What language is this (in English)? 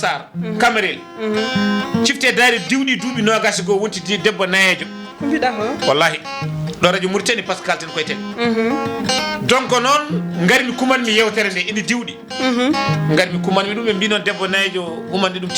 Fula